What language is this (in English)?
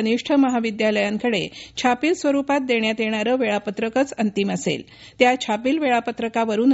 Marathi